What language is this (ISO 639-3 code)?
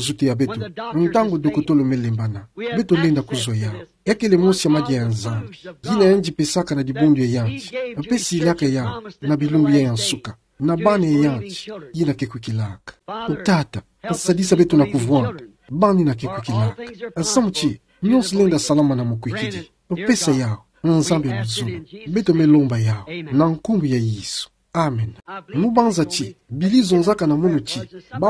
ktu